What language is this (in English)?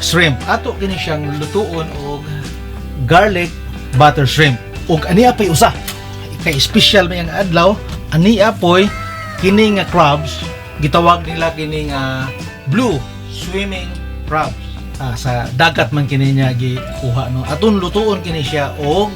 Cebuano